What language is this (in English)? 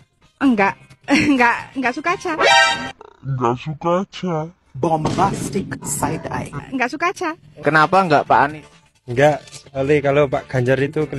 Indonesian